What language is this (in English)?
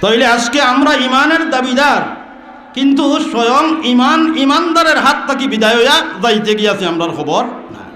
Sylheti